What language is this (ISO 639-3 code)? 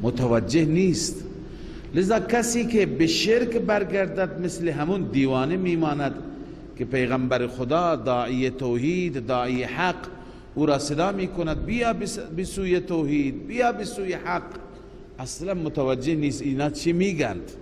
fas